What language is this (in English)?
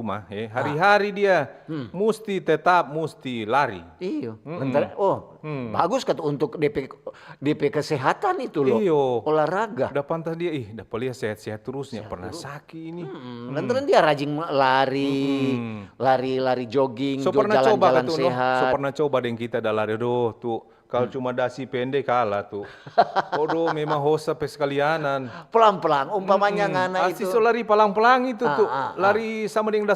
Manado Malay